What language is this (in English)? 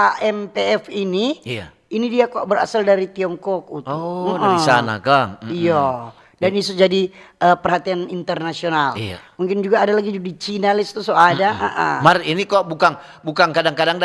Manado Malay